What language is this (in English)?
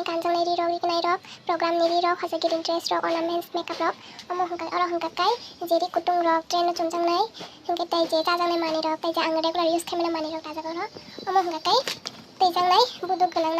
Kok Borok